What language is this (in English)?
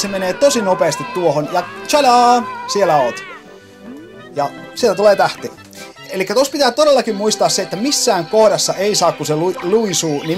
Finnish